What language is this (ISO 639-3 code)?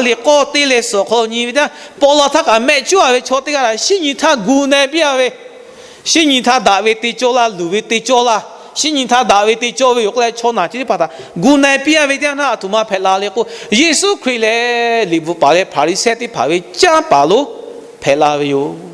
lhu